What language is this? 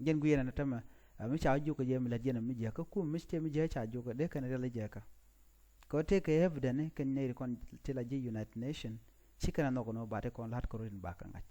Nuer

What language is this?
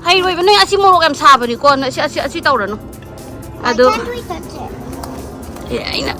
Manipuri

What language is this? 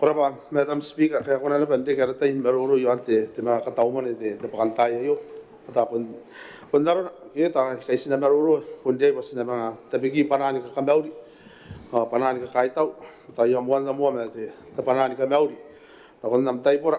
Gilbertese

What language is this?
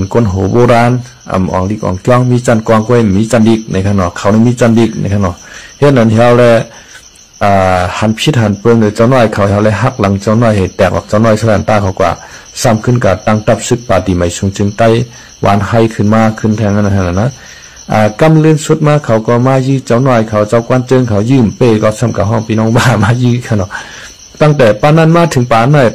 Shan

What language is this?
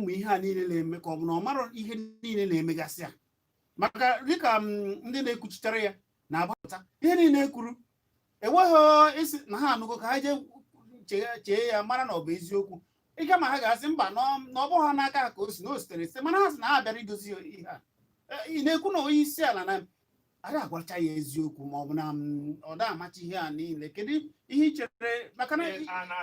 Igbo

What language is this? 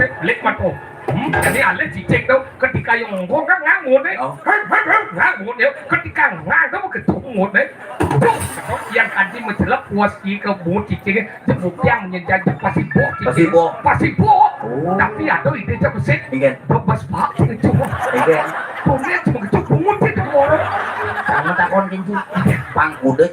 Balinese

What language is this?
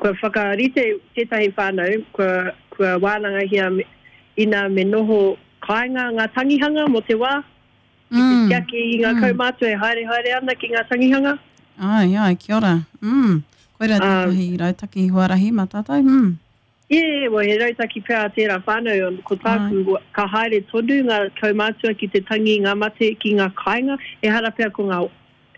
Māori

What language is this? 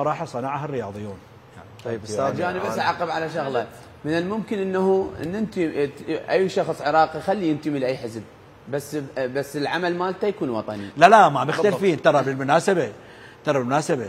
Mesopotamian Arabic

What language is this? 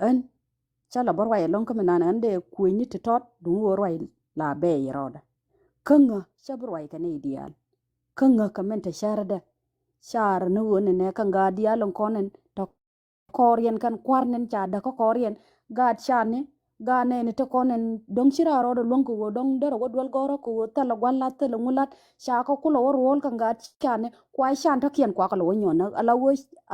Nuer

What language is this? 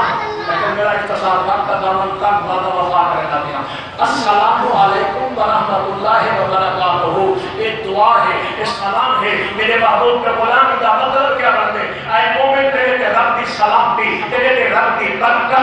Saraiki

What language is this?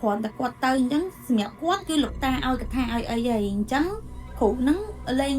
Khmer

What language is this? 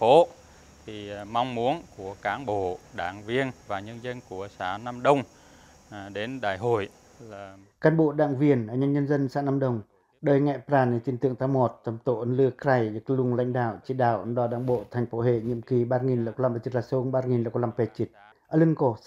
Pacoh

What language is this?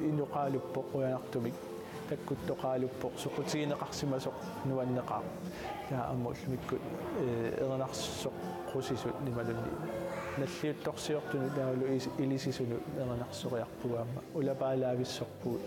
Kalaallisut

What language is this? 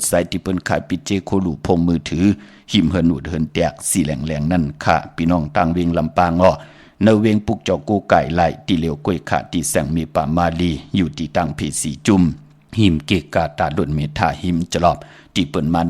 Shan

